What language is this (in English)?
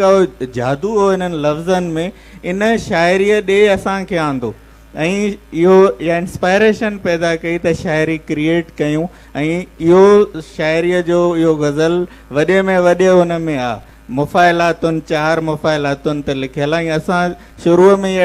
Sindhi